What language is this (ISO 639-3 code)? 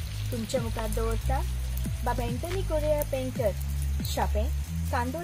kok